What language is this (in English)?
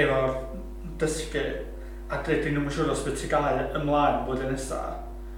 Welsh